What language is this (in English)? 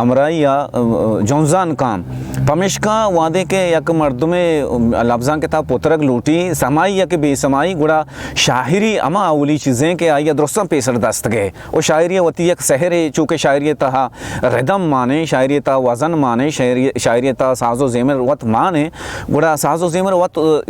Baluchi